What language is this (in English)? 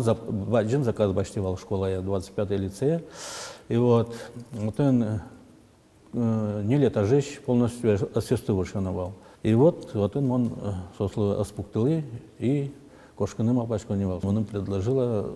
Udmurt